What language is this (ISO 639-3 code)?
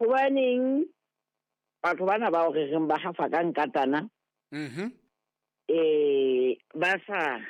sot